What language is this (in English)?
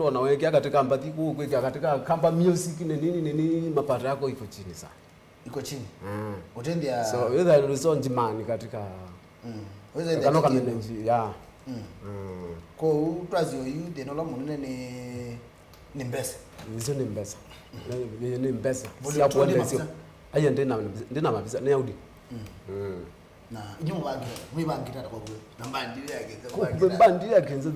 Kamba